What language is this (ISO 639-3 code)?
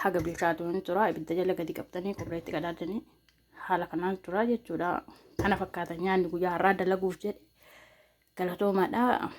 orm